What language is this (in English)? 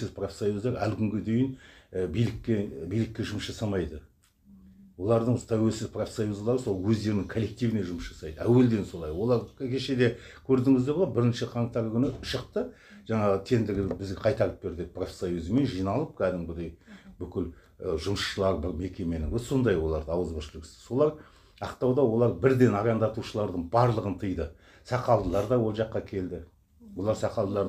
Kazakh